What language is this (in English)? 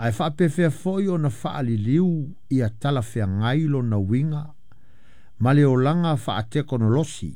Samoan